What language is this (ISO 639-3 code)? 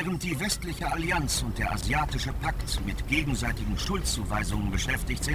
bar